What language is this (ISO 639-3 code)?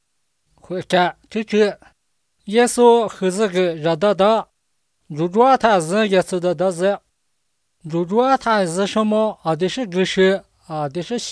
zho